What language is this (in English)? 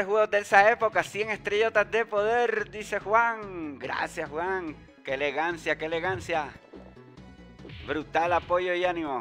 Spanish